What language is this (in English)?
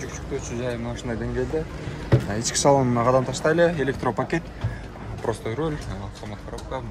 Kyrgyz